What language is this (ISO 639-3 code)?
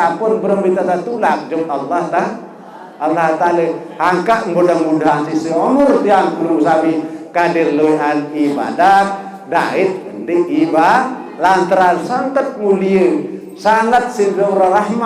sas